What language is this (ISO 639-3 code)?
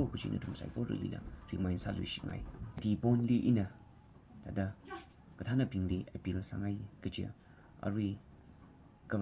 nmf